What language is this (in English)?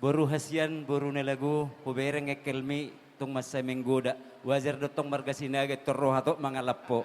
Batak Toba